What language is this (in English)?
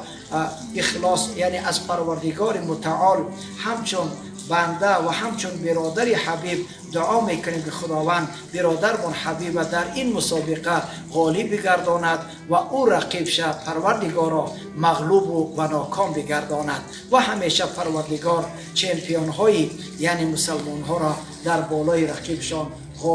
Tajik